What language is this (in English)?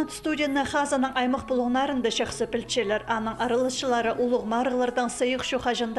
Khakas